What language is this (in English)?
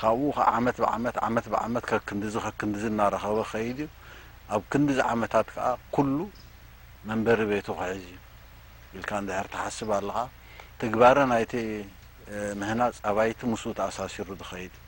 Tigrinya